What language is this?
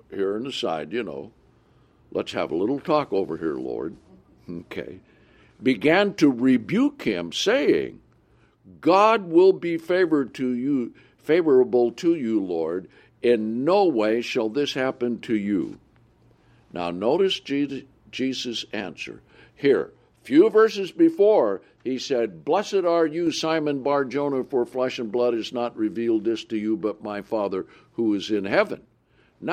English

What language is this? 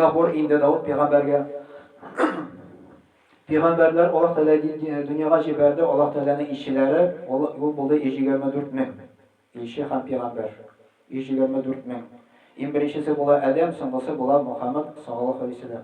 Tatar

